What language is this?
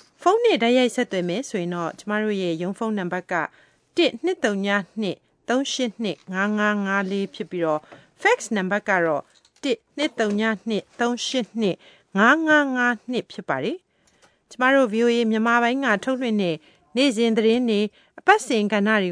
Burmese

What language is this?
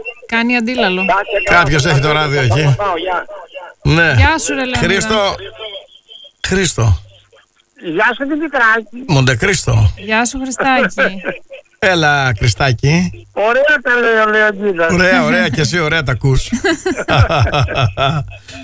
Greek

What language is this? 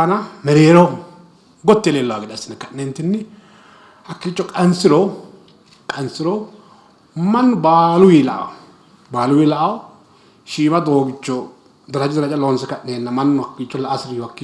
Sidamo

